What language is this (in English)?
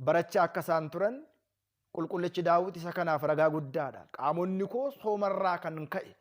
Oromo